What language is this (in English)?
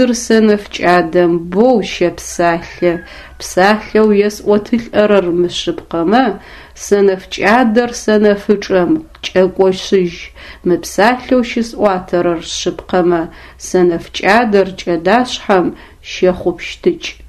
Adyghe